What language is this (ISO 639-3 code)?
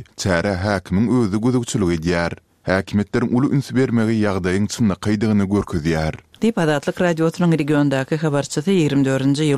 tuk